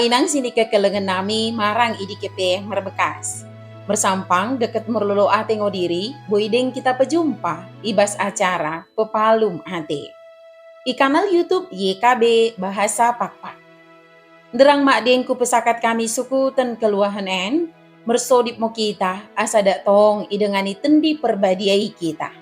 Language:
Batak Dairi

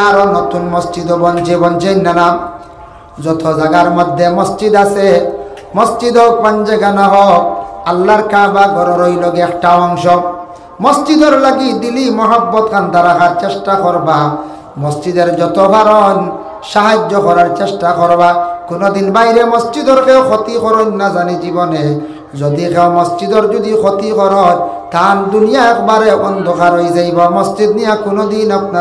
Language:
Sylheti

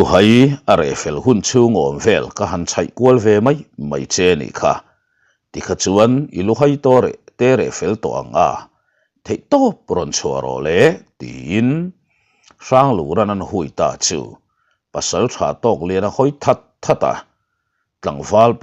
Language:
Mizo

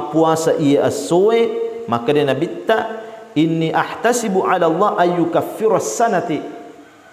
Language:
Buginese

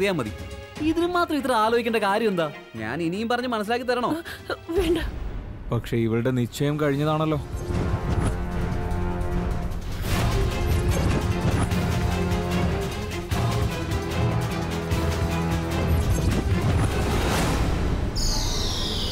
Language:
Malayalam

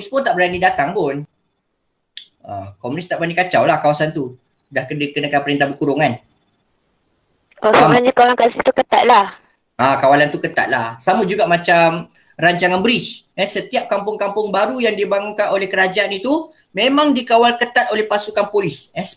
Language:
Malay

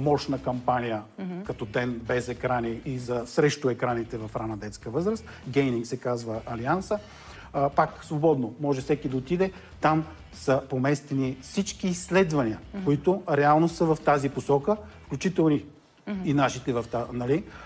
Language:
Bulgarian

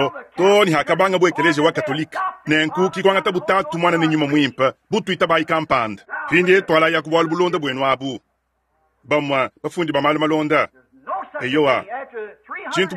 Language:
Luba-Lulua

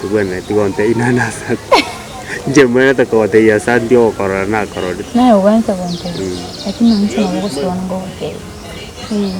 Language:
Gusii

